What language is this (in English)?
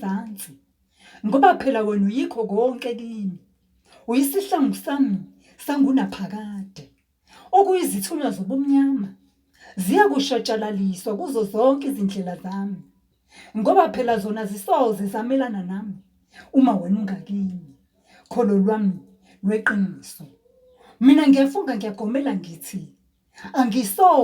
Zulu